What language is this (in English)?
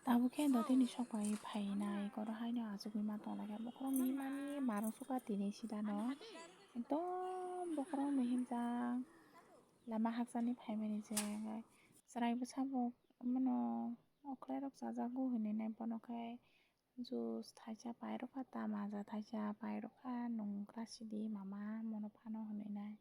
Kok Borok